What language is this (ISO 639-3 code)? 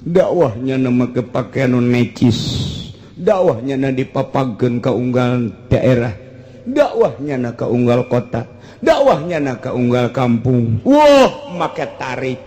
sun